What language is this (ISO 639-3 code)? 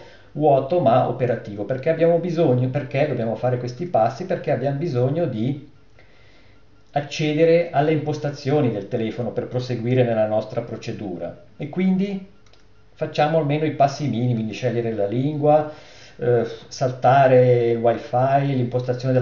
ita